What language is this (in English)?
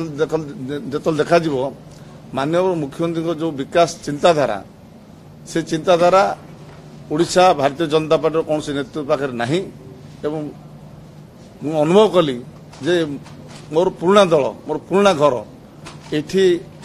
Odia